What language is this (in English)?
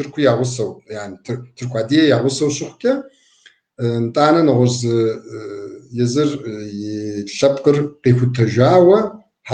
Kabardian